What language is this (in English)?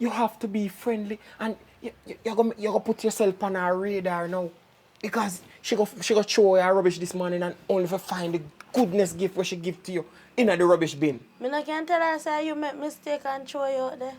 Jamaican Creole English